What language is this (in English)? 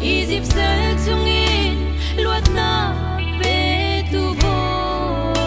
Hakha Chin